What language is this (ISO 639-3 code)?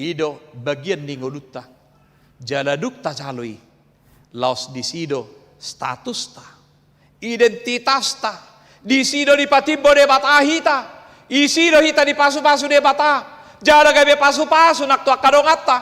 bbc